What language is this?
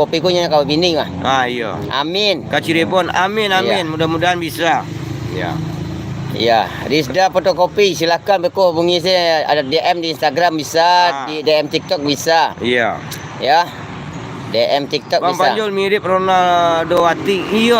Minangkabau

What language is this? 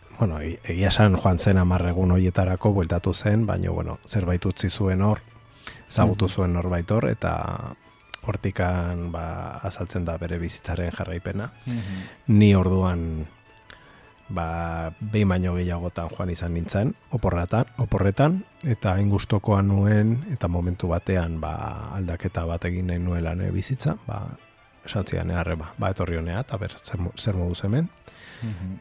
Basque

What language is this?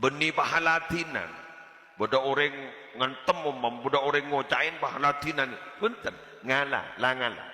Madurese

